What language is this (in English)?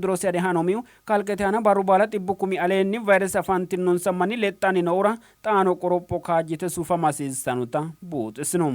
Sidamo